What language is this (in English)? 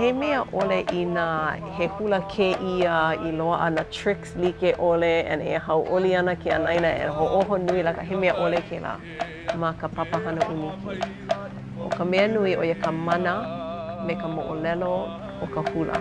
Hawaiian